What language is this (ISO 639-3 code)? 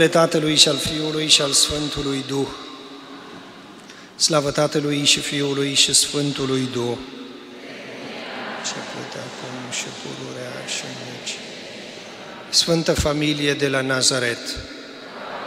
ron